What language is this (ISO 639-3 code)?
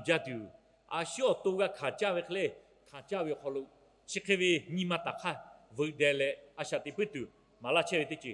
lhu